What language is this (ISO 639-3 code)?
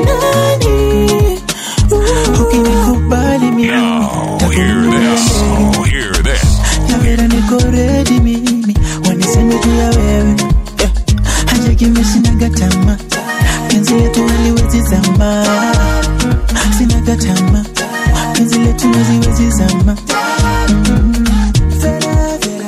swa